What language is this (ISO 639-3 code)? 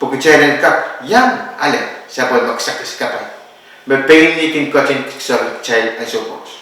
pon